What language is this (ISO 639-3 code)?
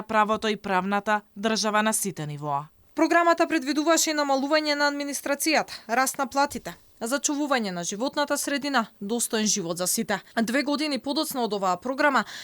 mkd